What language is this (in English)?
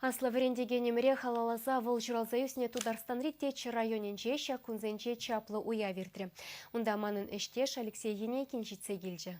Chuvash